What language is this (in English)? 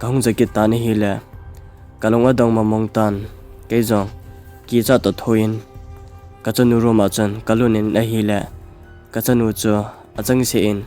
Thado Chin